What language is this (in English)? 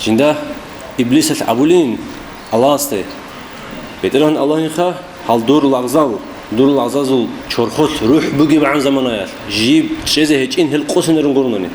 Avaric